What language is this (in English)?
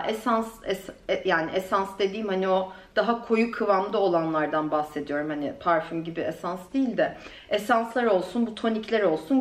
Turkish